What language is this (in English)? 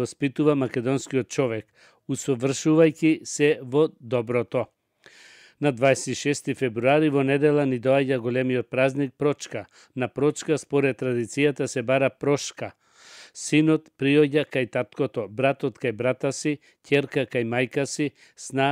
Macedonian